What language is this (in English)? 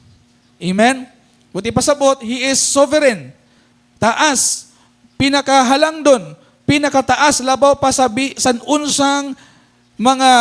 Cebuano